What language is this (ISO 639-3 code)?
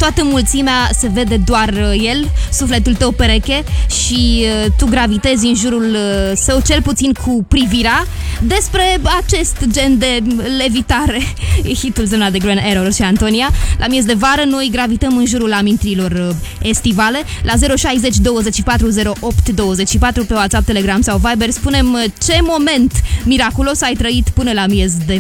ron